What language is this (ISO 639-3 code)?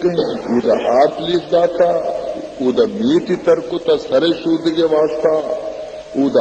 bal